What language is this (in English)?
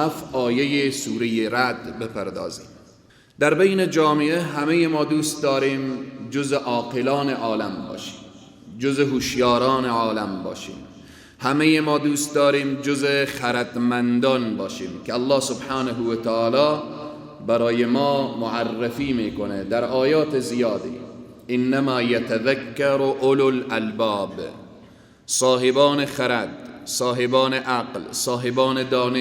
Persian